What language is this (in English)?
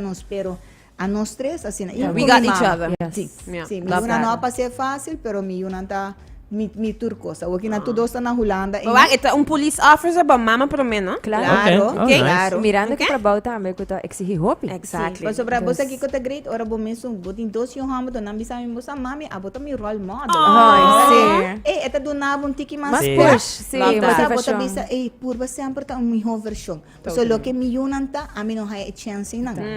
Papiamento